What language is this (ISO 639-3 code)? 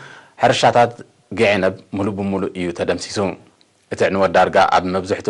tir